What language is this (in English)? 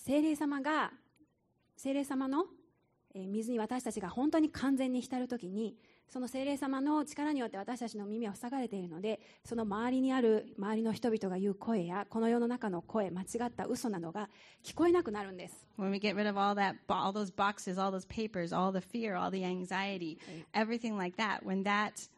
Japanese